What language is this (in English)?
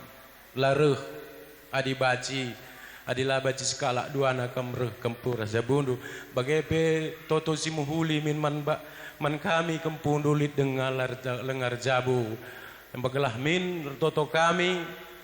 Batak Karo